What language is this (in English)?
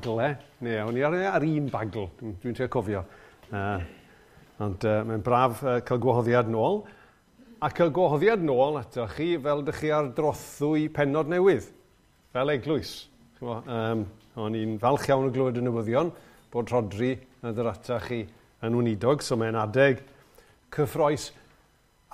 Welsh